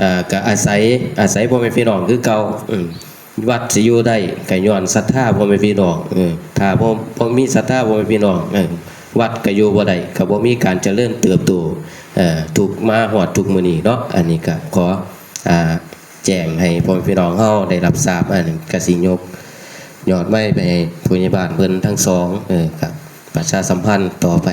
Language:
Northeastern Thai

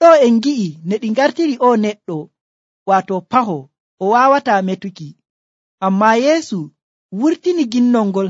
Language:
Nigerian Fulfulde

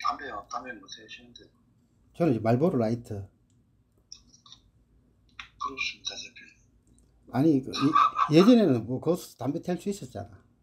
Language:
Korean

